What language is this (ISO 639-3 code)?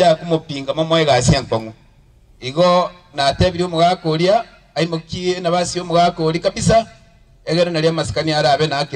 guz